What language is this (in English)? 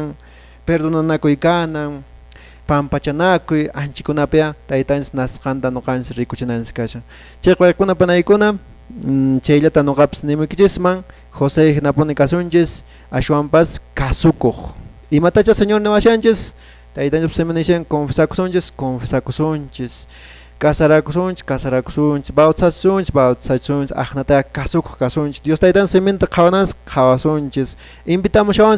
Quechua